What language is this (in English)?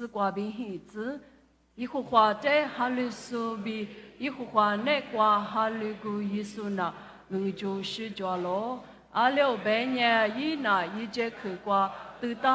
Lisu